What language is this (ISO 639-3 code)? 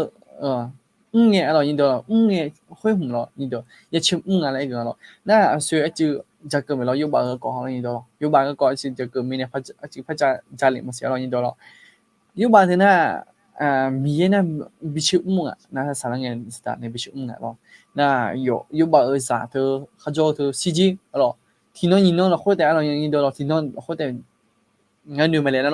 ahk